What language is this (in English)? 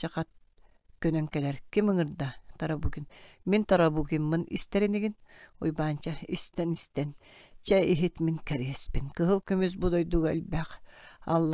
Yakut